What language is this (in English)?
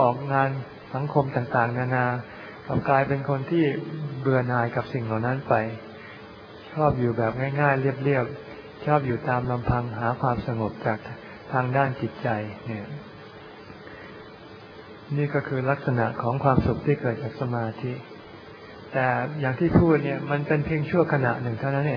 Thai